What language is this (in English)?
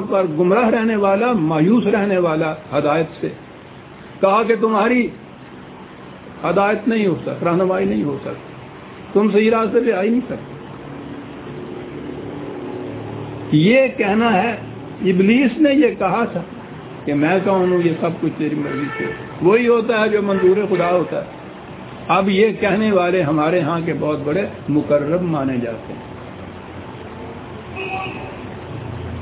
Urdu